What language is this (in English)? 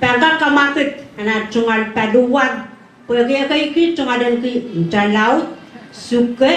Pohnpeian